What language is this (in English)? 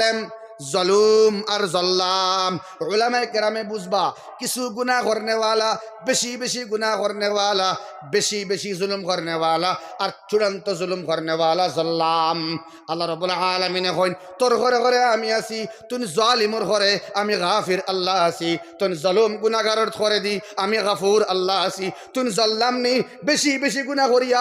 Sylheti